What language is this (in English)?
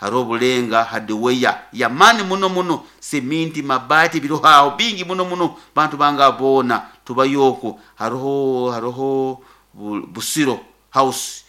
Nyankole